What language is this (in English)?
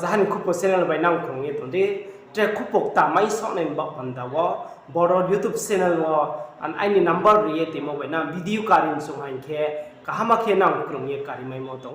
Riang (India)